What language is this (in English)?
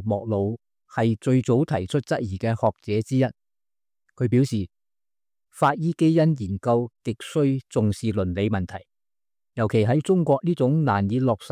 Cantonese